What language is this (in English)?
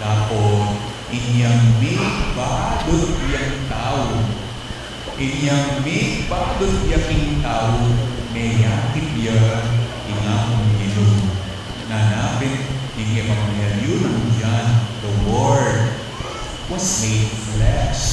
Pampanga